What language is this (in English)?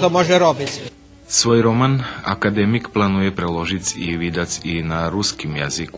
Rusyn